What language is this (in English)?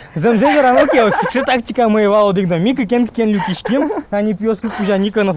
Udmurt